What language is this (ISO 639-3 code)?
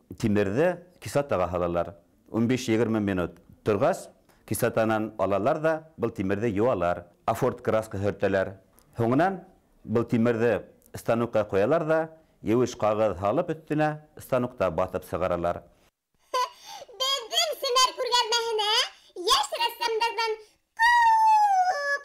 bak